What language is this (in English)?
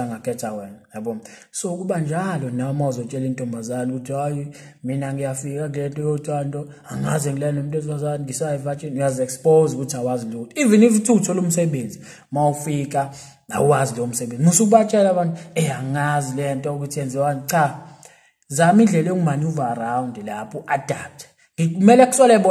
Zulu